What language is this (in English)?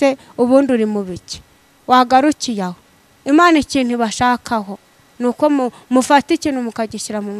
Kinyarwanda